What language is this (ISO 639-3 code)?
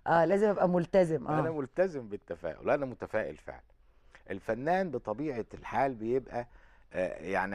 arz